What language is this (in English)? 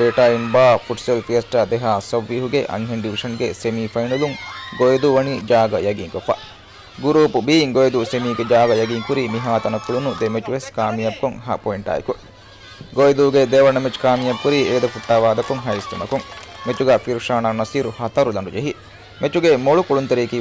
Divehi